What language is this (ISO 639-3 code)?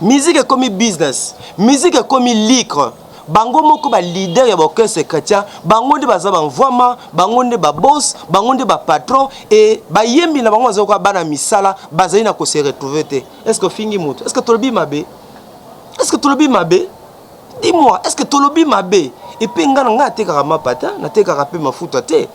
lin